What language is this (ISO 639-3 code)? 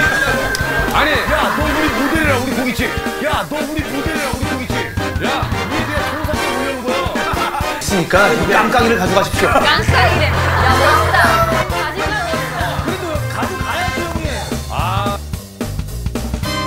kor